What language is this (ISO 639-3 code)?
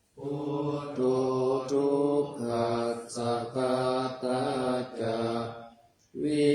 pli